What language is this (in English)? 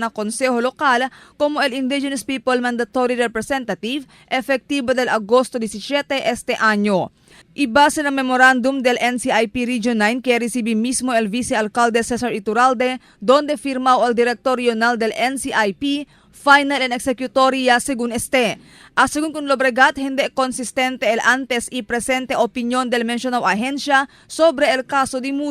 Chavacano